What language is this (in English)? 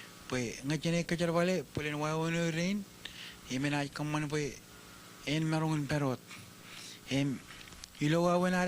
Marshallese